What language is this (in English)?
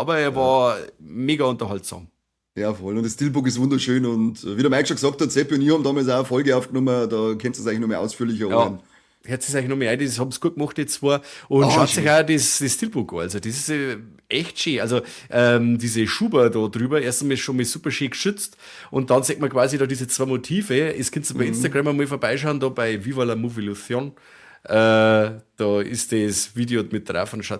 Bavarian